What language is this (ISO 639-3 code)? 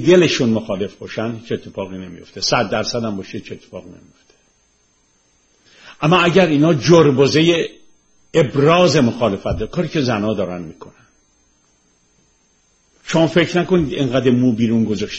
fas